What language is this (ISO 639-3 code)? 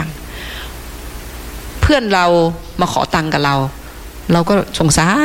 tha